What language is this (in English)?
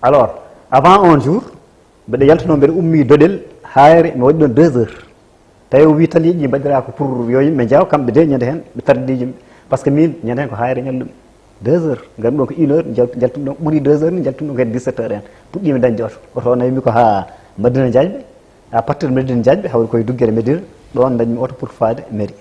Fula